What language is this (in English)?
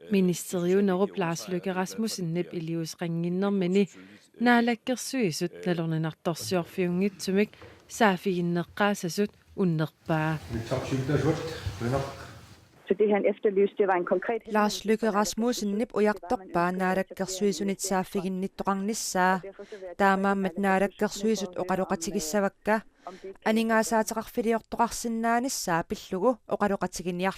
Kalaallisut